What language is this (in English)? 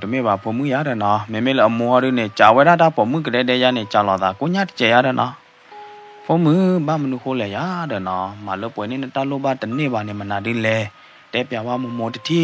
S'gaw Karen